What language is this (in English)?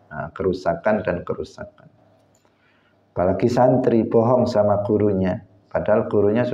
Indonesian